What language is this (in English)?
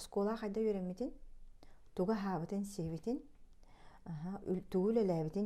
Yakut